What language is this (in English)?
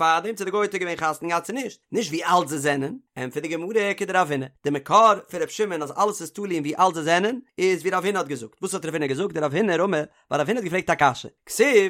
Yiddish